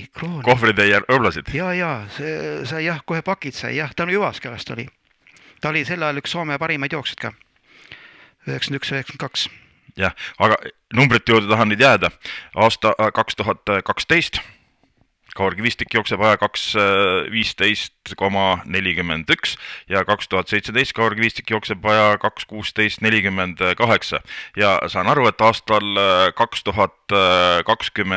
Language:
Estonian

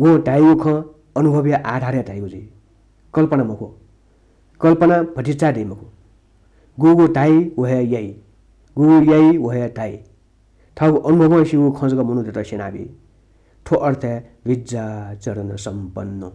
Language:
Newari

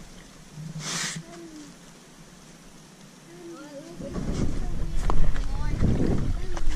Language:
Hungarian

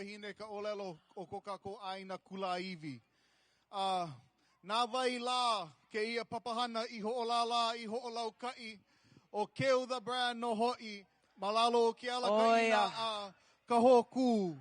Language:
Hawaiian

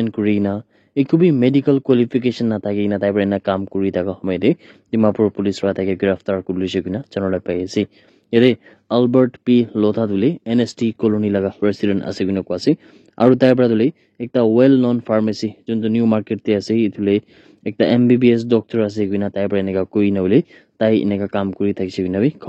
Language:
Naga Pidgin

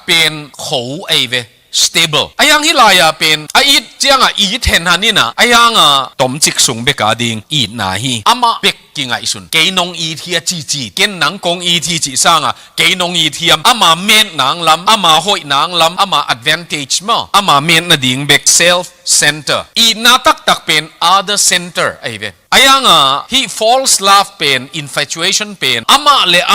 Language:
Tedim Chin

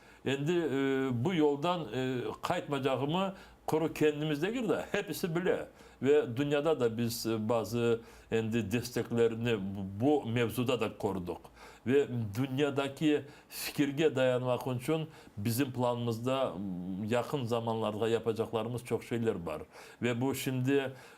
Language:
Crimean Tatar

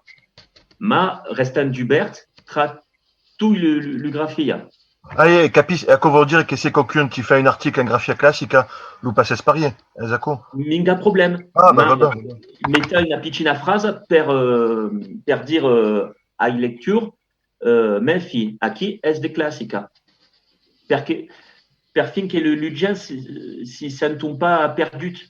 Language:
Occitan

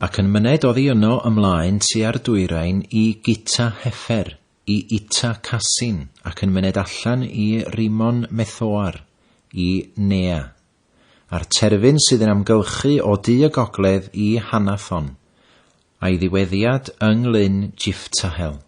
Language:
Welsh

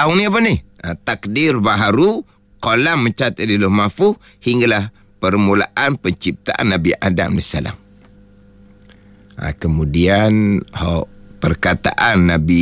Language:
Malay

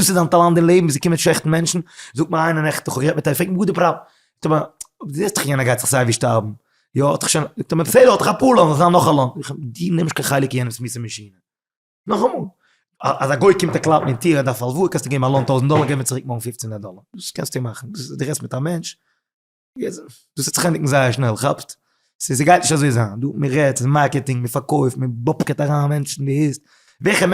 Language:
Yiddish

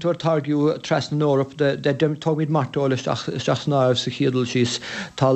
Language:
Irish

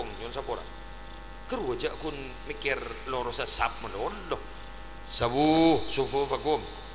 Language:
Madurese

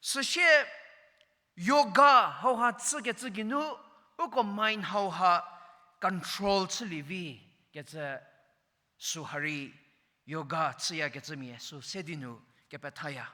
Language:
Angami Naga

